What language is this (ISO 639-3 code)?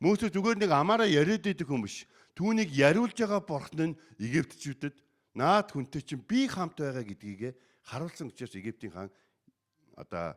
mon